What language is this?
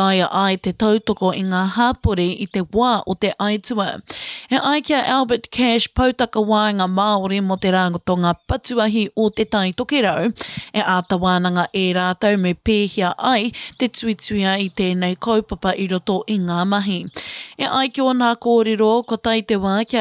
Māori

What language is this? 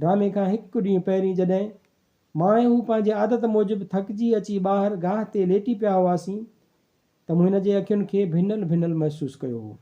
Sindhi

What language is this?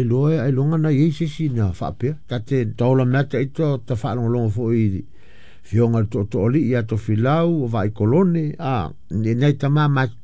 Samoan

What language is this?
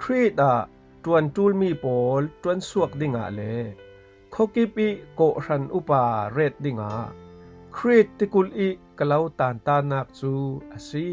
Falam Chin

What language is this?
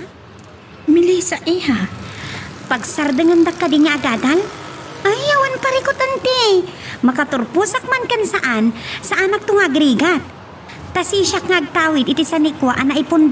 Iloko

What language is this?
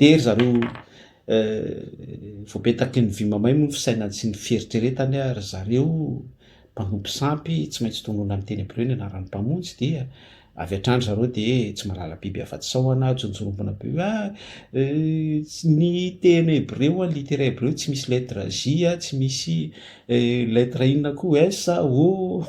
Malagasy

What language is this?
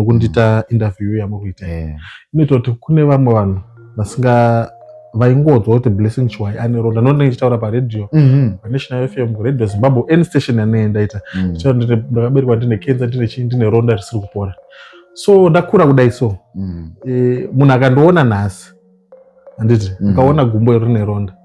Shona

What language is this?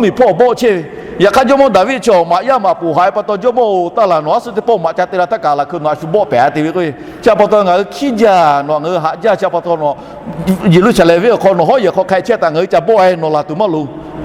Lahu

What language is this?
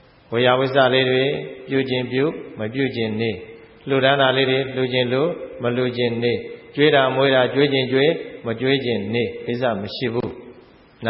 Burmese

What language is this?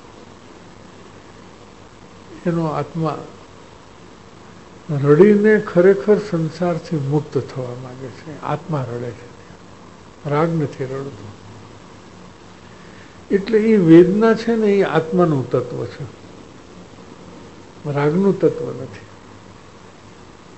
Gujarati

